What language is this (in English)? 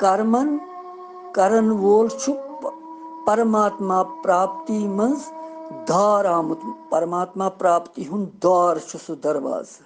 Kashmiri